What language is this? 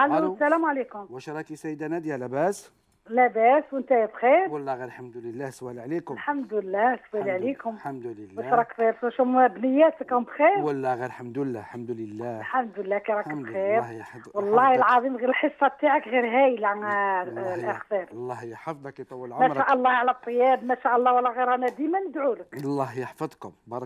Algerian Arabic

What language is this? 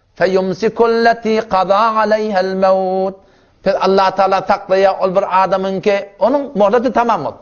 Turkmen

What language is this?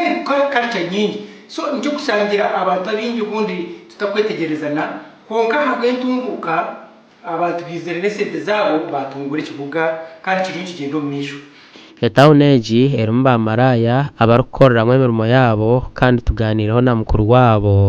Nyankole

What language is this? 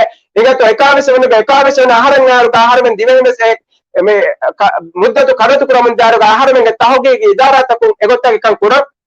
Divehi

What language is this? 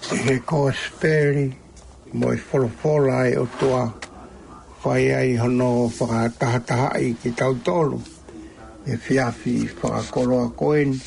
Tongan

